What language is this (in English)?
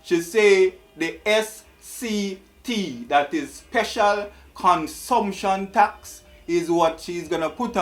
Jamaican Creole English